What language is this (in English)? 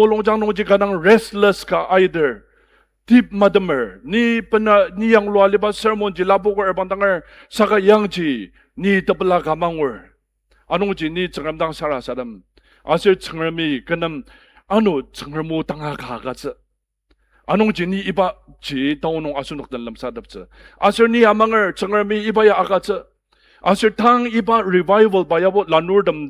Ao Naga